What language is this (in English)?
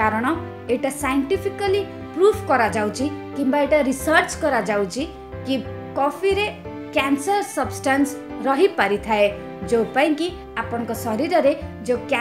Odia